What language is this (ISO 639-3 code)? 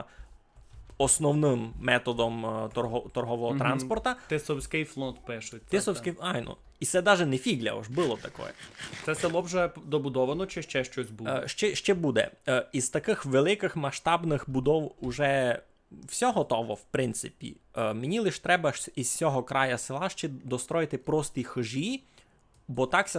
rue